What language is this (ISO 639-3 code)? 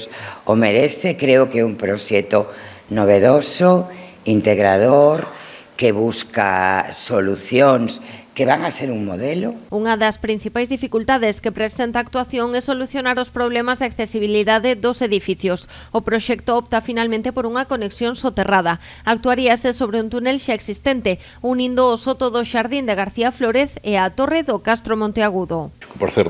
glg